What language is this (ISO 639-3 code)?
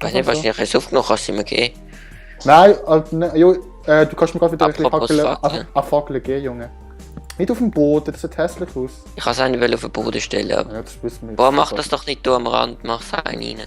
gsw